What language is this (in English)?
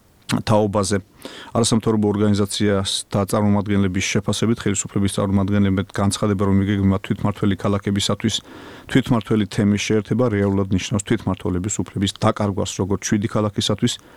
Georgian